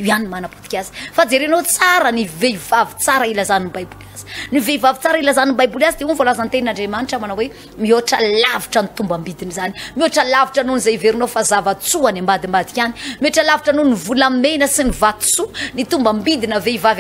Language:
Malagasy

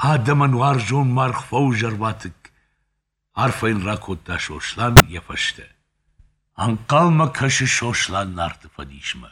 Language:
Ossetic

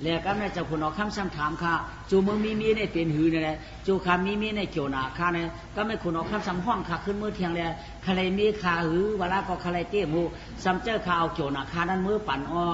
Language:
Shan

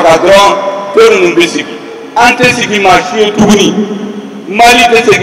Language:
Bambara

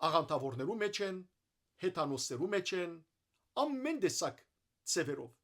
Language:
Western Armenian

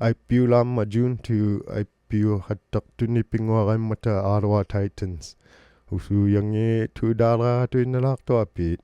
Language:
Inuktitut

